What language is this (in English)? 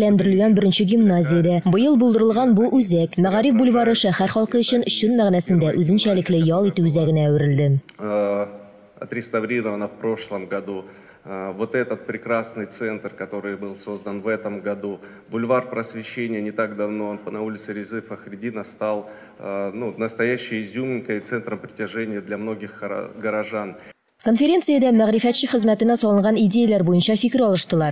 Tatar